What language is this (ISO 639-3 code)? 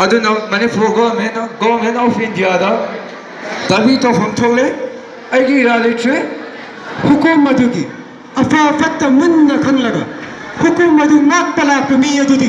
mni